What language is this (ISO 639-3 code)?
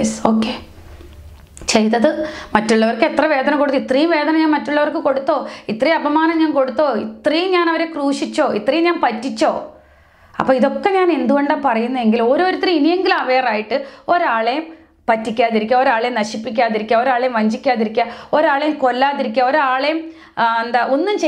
mal